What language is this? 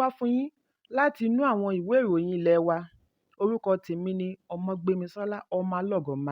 Yoruba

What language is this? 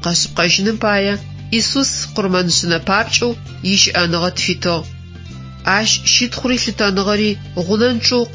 Adyghe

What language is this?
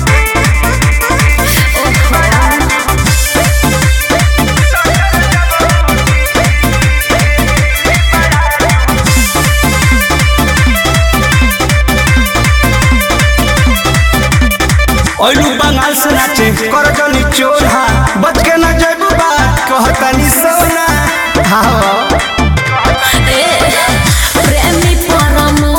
Bhojpuri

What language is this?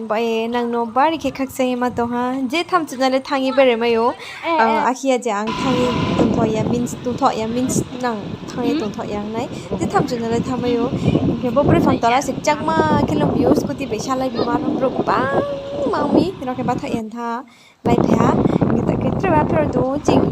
Riang (India)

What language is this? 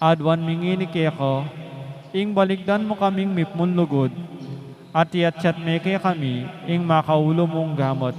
Pampanga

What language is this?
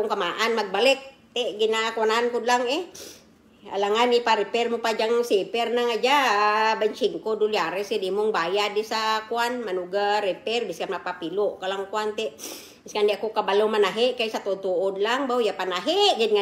Kinaray-a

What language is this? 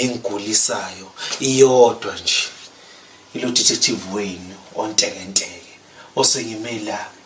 Zulu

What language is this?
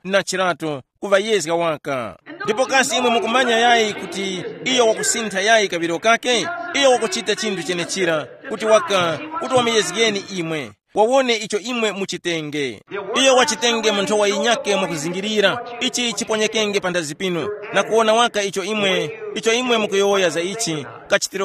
Tumbuka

